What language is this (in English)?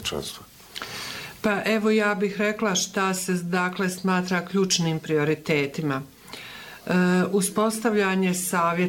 Bosnian